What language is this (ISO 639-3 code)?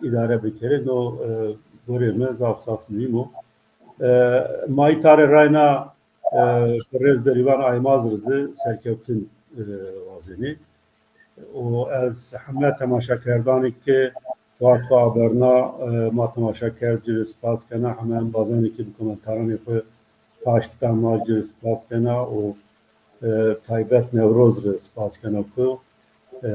zza